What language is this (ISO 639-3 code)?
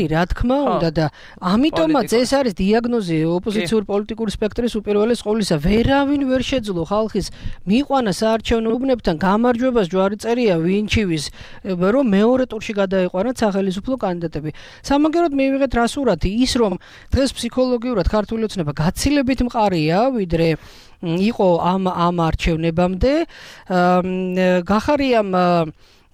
kat